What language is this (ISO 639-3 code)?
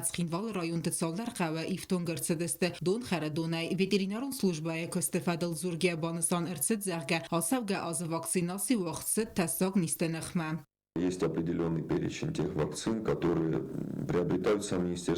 oss